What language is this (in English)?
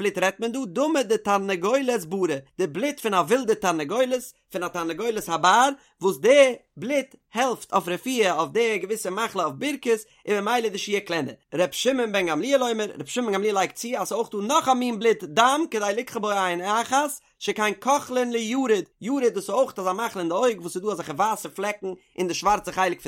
Yiddish